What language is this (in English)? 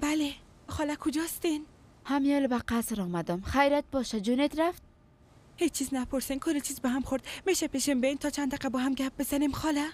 Persian